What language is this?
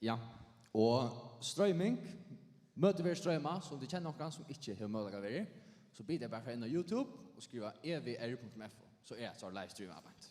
Faroese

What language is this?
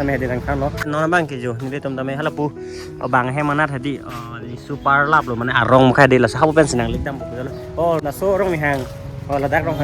Karbi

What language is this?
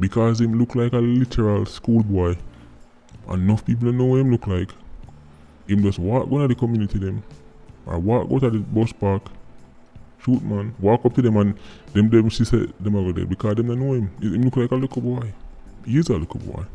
Jamaican Creole English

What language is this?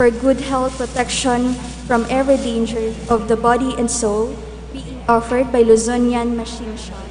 Bikol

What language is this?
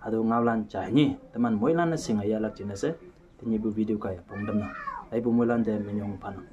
Konyak Naga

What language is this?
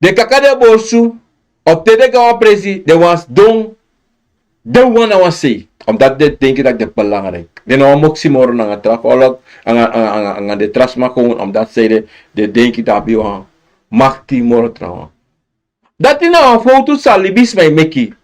Sranan Tongo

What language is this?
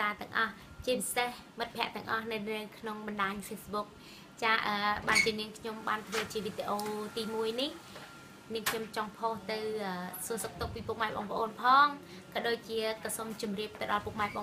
Khmer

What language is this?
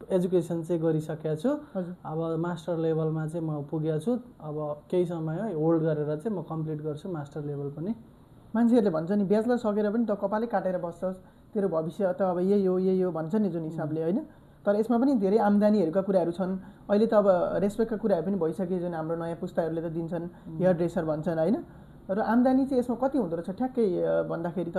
Nepali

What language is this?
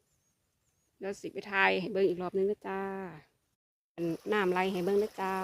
Lao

